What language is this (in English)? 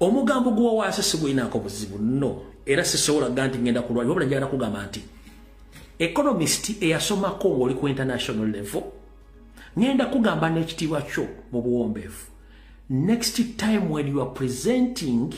Ganda